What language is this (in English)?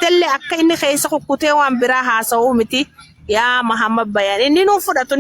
Oromo